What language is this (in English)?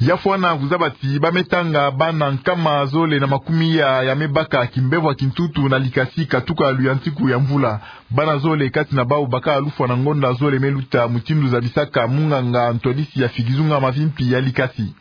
Kituba (Democratic Republic of Congo)